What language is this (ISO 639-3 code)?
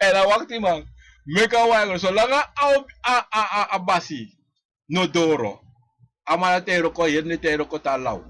srn